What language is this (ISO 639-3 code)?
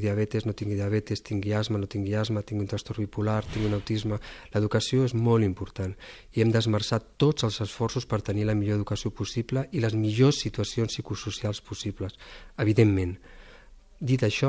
cat